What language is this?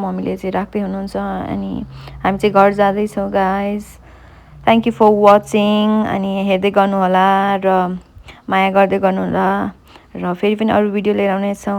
Nepali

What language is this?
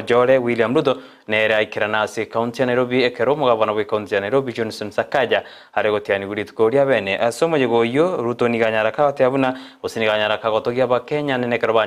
Gusii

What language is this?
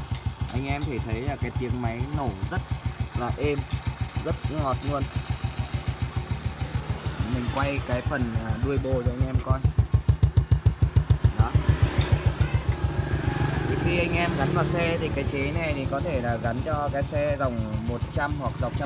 Vietnamese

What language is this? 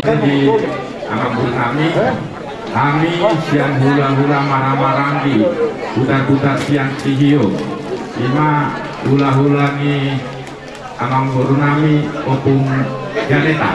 Batak Toba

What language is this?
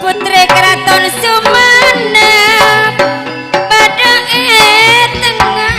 Madurese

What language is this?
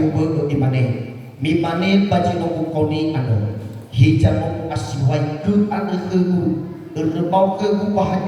Nias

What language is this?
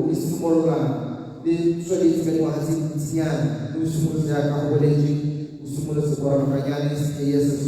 Tswana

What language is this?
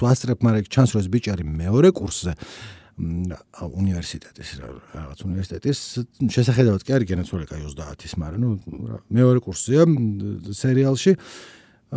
Georgian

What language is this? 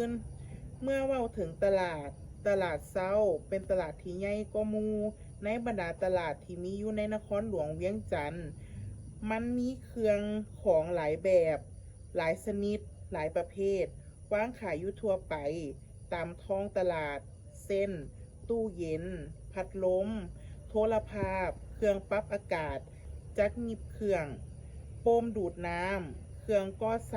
Lao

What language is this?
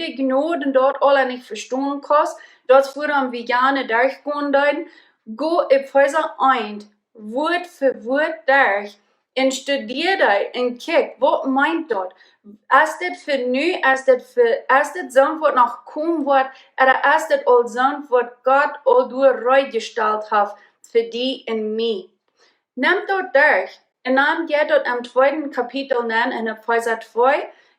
Plautdietsch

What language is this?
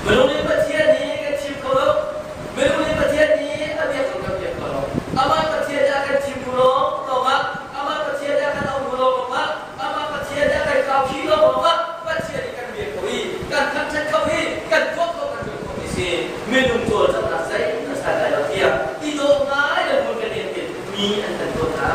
Hakha Chin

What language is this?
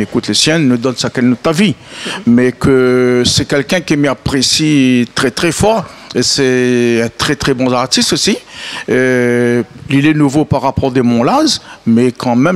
Réunion Creole French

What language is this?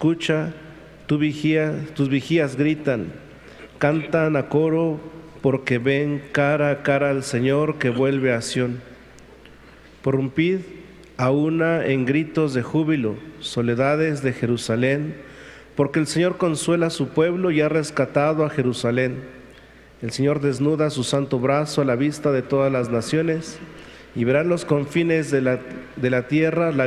Spanish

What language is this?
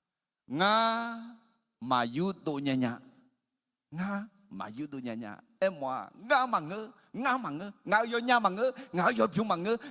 Akha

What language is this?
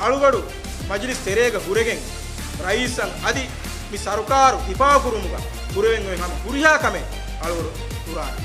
Divehi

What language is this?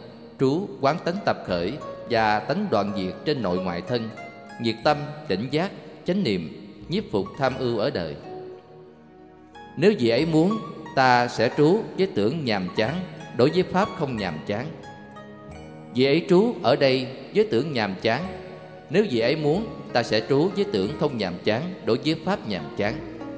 Vietnamese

